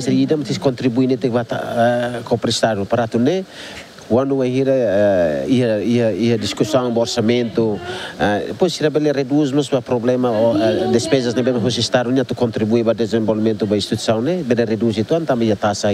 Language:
Tetum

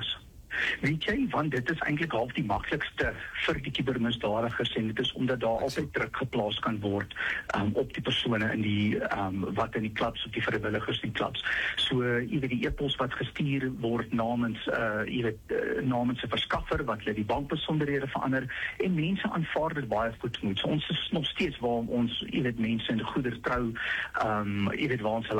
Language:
Afrikaans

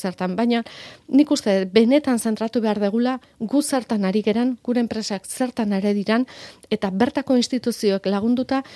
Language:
Basque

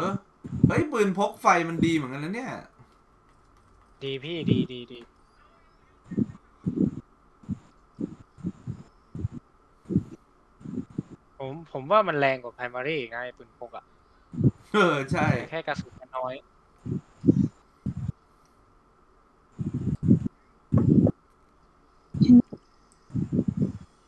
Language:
Thai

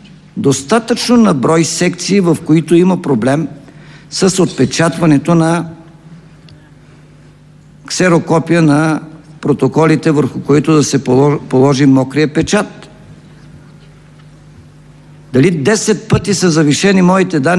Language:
Bulgarian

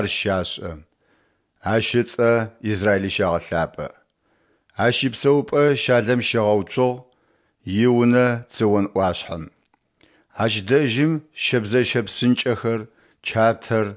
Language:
Adyghe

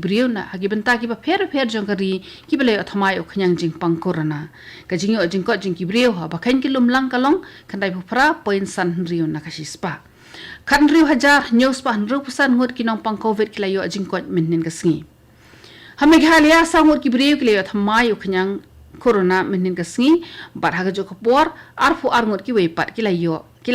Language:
Khasi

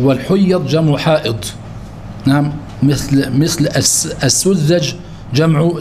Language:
Arabic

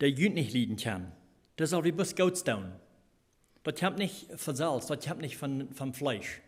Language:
Plautdietsch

